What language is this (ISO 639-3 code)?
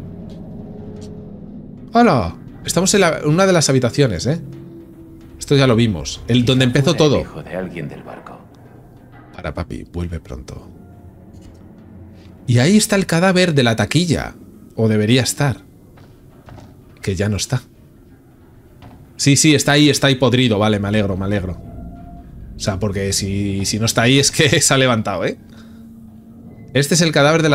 spa